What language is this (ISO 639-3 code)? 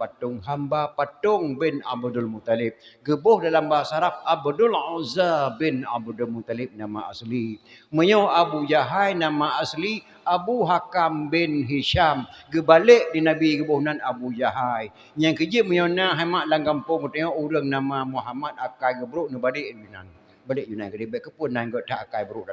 ace